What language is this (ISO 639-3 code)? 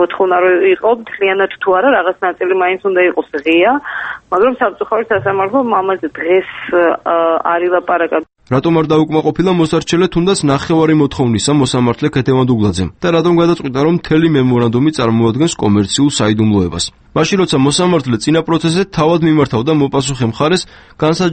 kat